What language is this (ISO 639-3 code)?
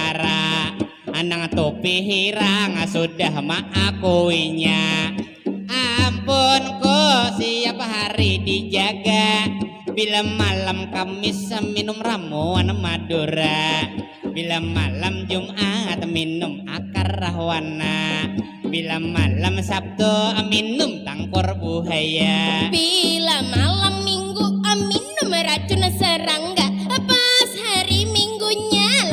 bjn